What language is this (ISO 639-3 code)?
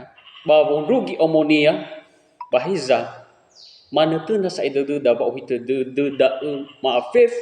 nia